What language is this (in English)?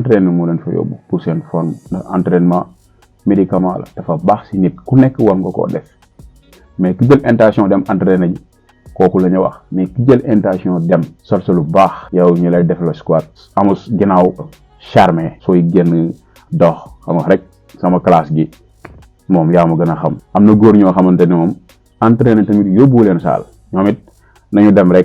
Wolof